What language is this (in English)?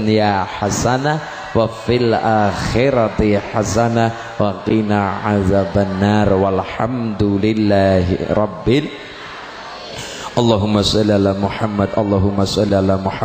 Javanese